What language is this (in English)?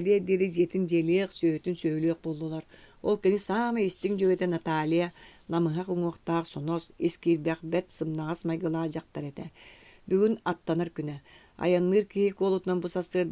Yakut